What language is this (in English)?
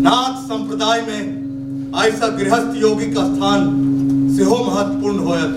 Maithili